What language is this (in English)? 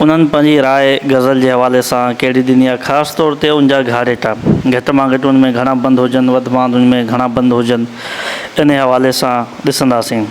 Sindhi